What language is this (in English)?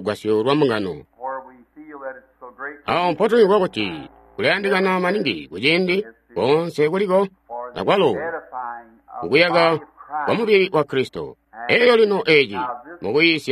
Tonga (Zambia)